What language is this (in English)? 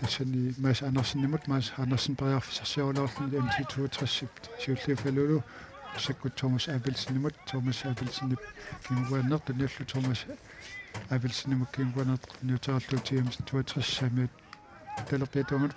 Kalaallisut